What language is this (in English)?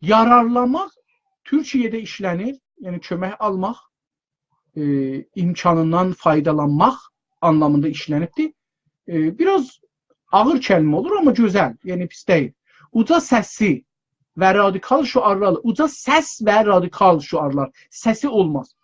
South Azerbaijani